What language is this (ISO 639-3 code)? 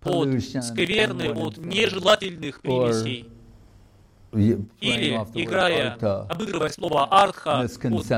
rus